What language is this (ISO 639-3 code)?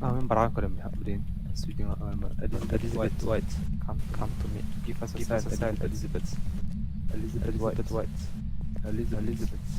sah